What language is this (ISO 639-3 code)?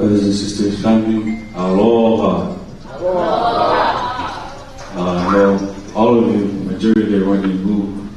ton